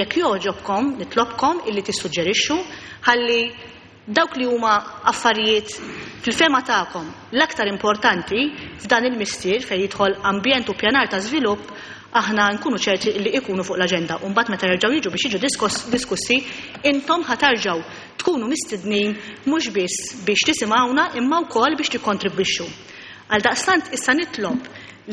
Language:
Maltese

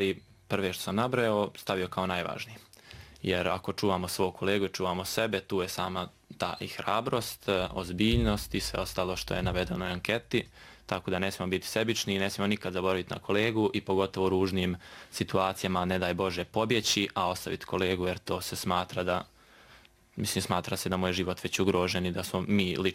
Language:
Bosnian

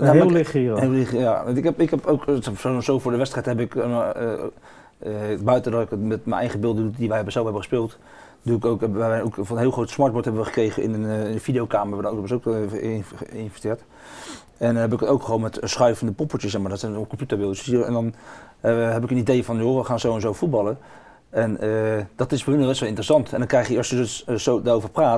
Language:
Dutch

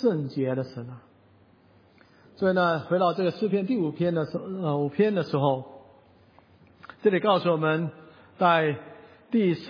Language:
Chinese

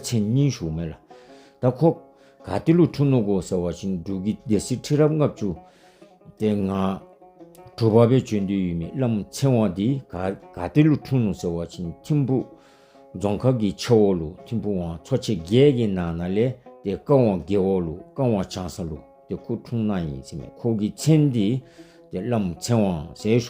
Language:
Dzongkha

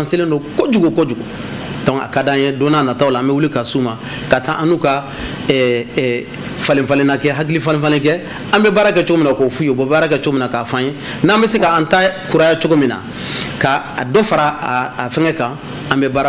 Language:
Bambara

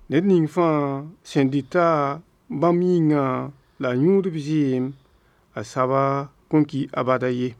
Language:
Mossi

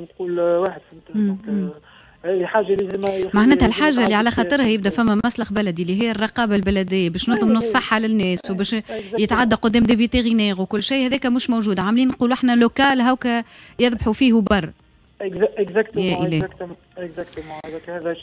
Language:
Tunisian Arabic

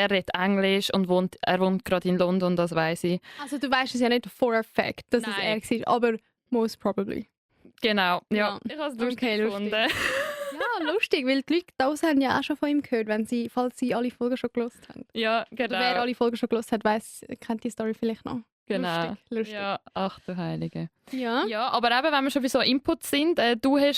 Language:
Swiss German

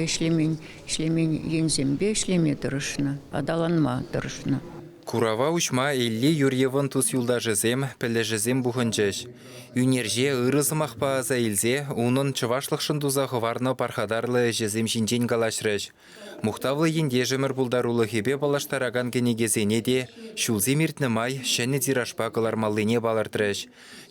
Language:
Chuvash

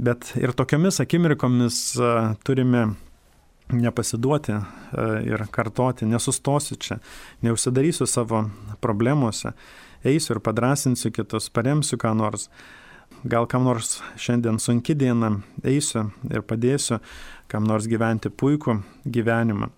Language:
Lithuanian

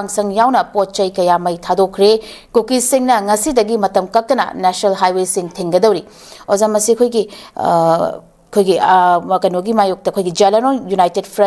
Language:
Manipuri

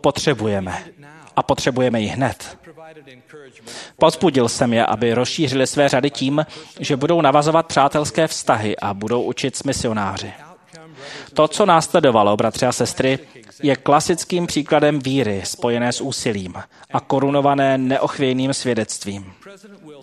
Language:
Czech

